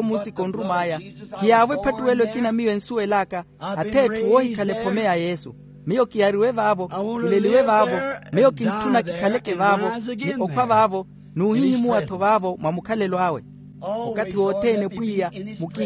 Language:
Makhuwa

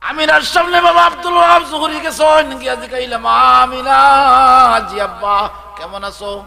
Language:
Sylheti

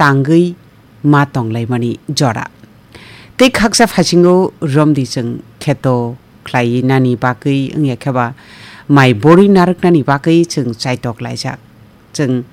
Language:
Kok Borok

